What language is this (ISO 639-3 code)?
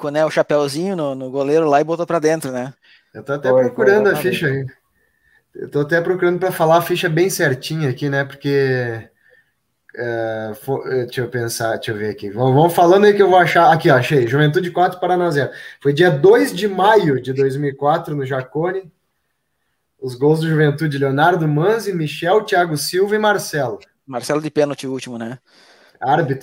por